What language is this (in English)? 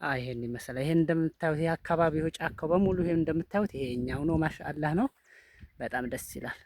Amharic